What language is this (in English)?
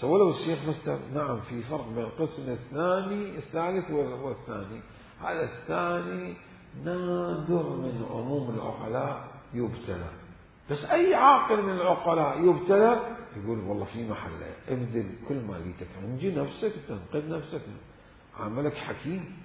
Mesopotamian Arabic